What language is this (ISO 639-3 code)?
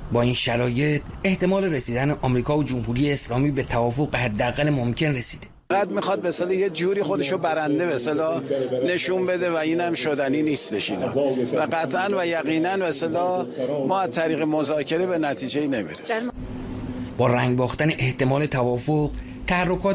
fas